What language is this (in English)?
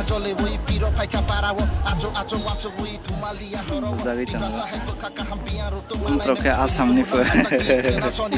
Kok Borok